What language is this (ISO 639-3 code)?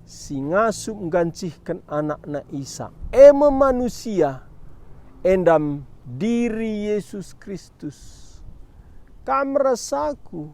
btx